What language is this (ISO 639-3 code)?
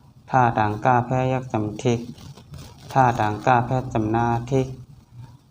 shn